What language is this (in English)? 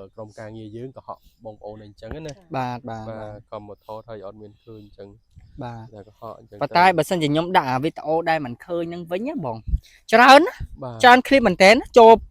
Khmer